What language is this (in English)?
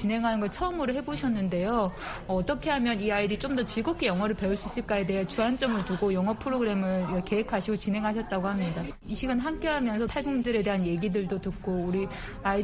Korean